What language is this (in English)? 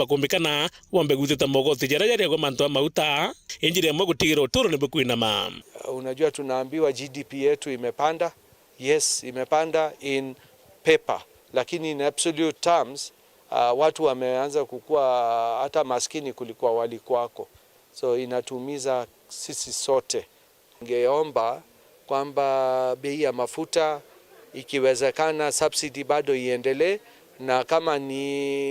Meru